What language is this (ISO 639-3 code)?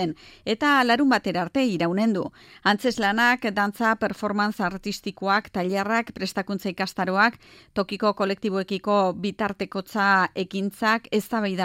eus